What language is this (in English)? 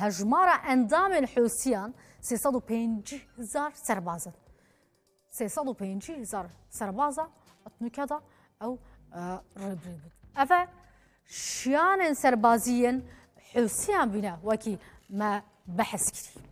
Kurdish